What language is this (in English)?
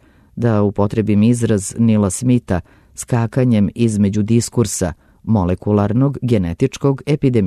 Serbian